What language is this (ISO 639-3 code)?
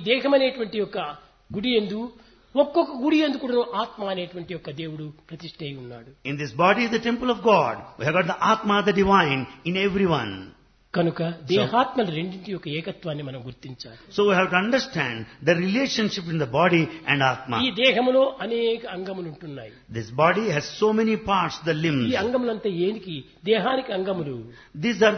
tel